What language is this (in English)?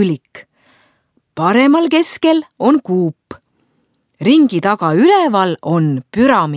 Estonian